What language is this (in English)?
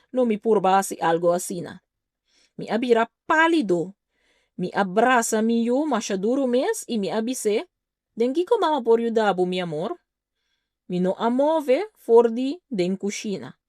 Papiamento